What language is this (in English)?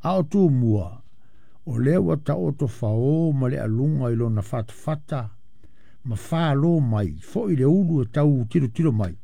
Samoan